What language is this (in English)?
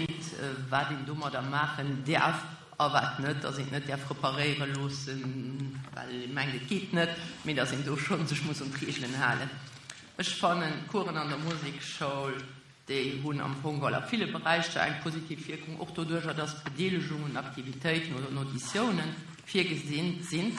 Luxembourgish